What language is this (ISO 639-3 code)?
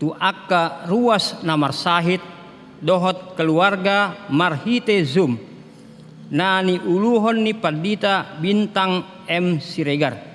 bbc